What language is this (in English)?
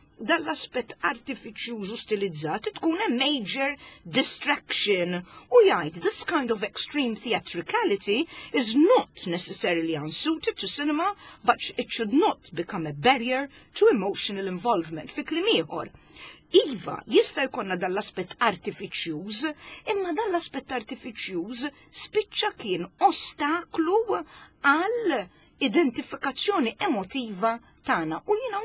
Maltese